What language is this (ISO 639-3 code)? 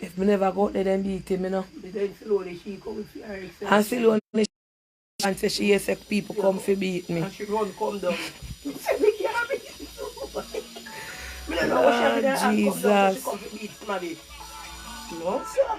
jam